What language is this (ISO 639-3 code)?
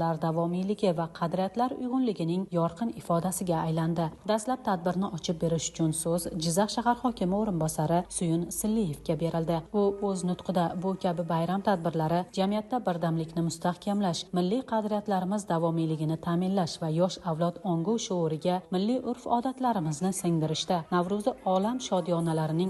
uzb